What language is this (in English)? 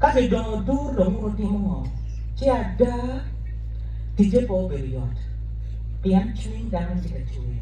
Acoli